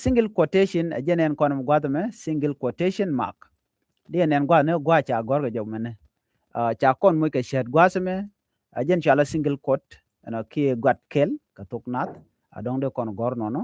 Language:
Nuer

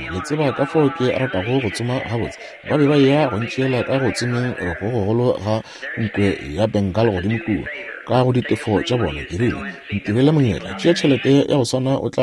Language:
Northern Sotho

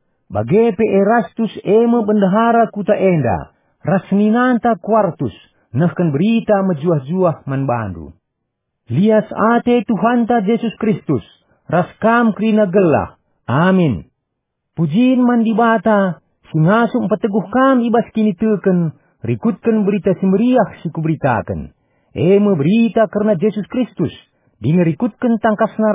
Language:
Batak Karo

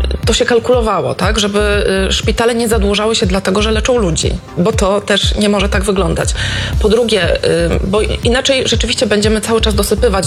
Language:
Polish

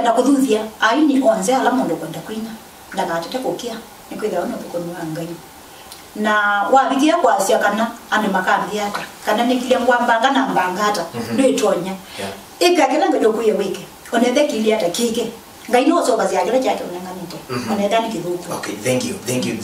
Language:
Kamba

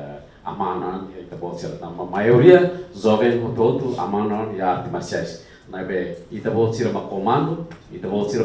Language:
Tetum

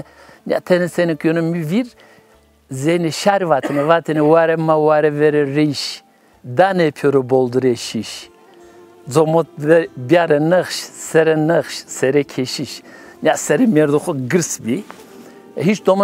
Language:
Zaza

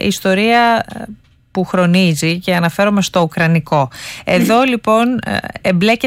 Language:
Greek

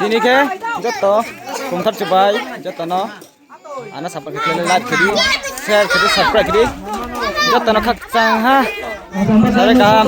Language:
Riang (India)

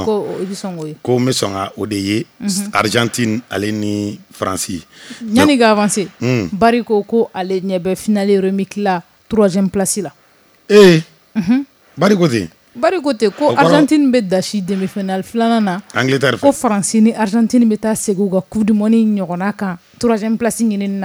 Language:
Bambara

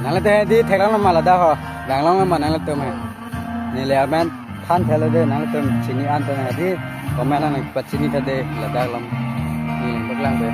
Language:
Karbi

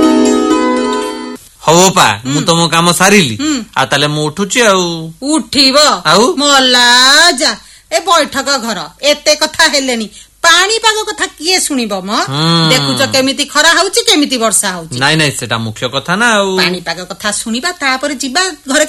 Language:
Odia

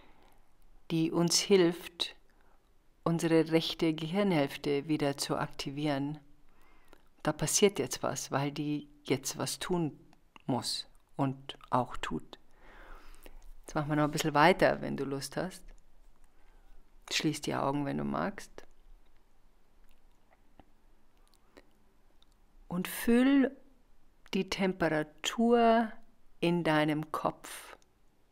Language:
German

